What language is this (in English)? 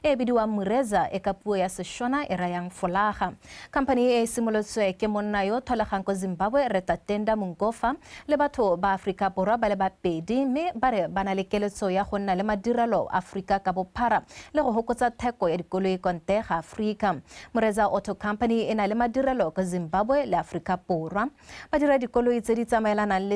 Tswana